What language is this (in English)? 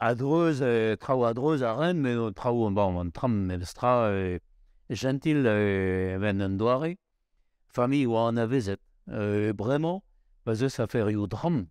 Breton